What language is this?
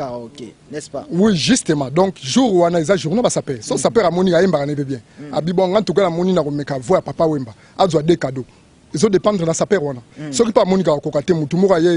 Lingala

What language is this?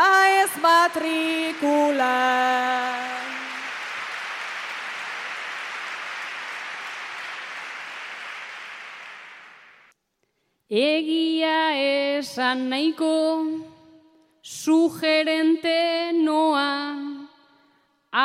Basque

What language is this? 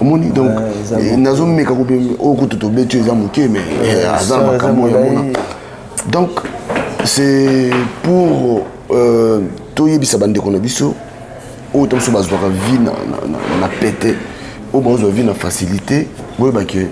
Lingala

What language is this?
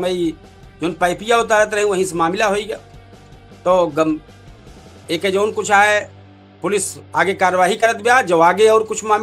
Awadhi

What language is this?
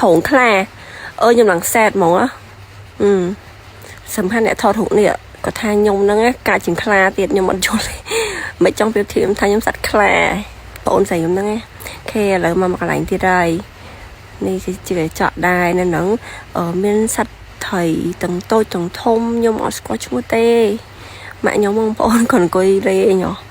Khmer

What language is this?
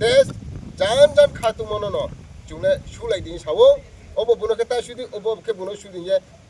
Riang (India)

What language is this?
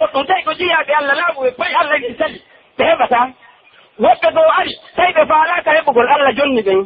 Pular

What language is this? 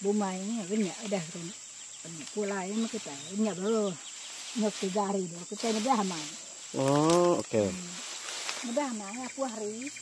Iban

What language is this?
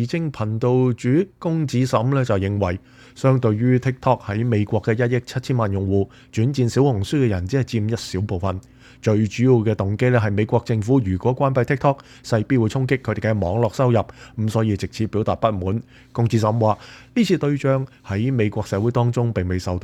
Cantonese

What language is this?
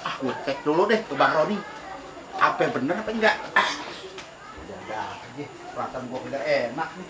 Betawi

